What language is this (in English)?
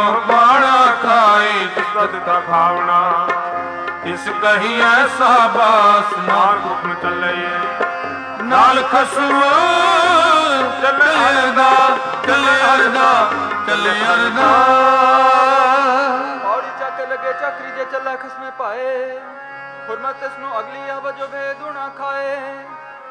Punjabi